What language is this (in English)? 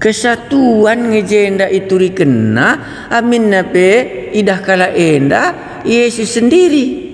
Batak Karo